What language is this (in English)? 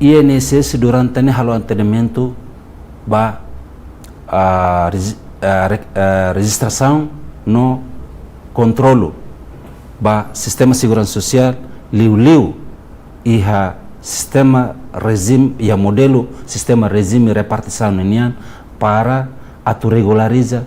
Tetum